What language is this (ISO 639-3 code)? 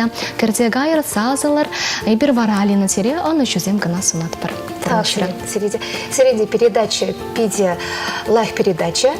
chv